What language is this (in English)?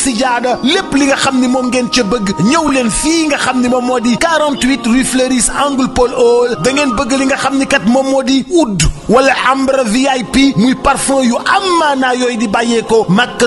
Wolof